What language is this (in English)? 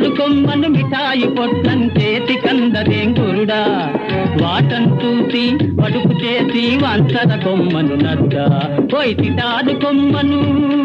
Telugu